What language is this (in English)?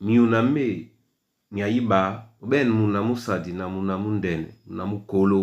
Duala